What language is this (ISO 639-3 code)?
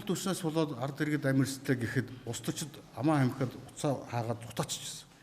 mon